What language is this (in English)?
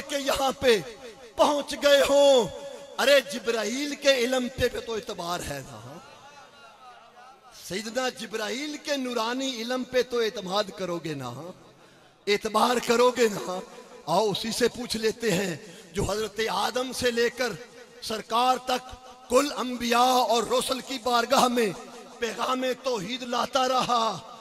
Urdu